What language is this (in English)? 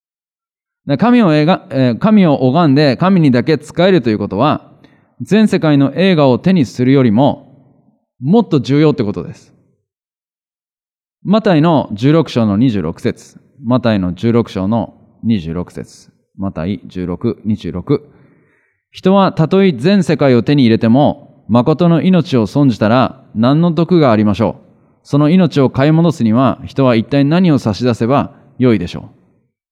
Japanese